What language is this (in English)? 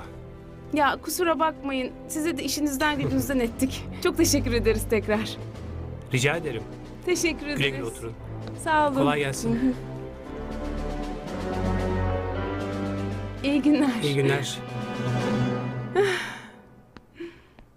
Turkish